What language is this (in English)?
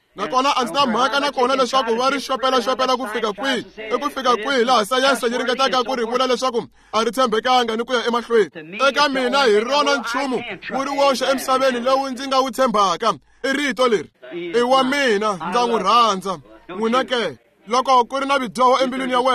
Tsonga